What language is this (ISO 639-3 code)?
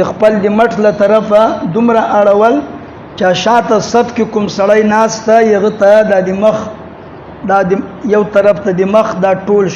pus